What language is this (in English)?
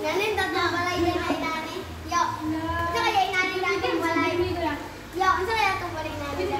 Cebuano